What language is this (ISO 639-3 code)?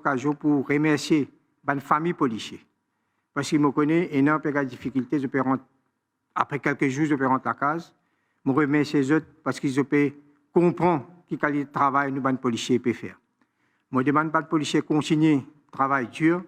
mfe